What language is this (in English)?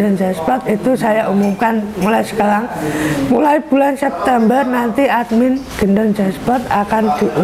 Indonesian